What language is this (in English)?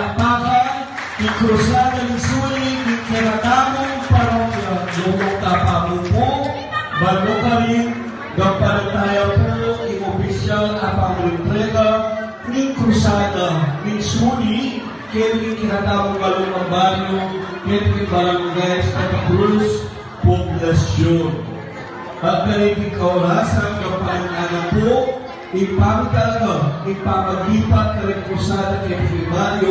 Pampanga